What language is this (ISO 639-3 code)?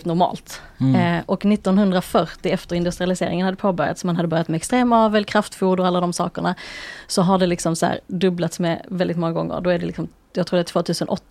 swe